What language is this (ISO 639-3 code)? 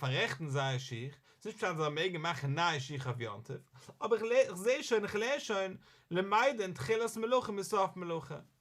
yid